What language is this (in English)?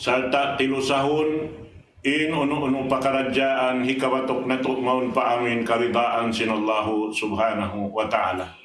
Tausug